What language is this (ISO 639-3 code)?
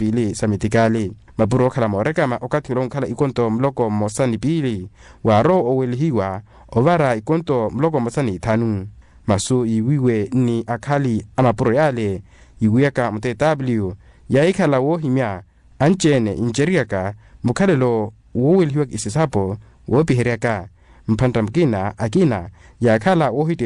vmw